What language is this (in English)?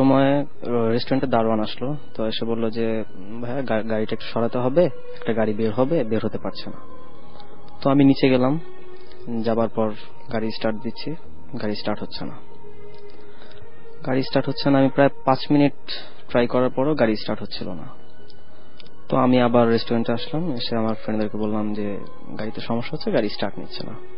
Bangla